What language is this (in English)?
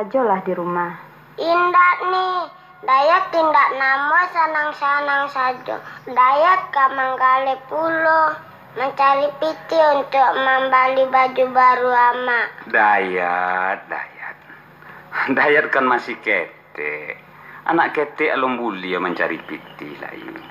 Minangkabau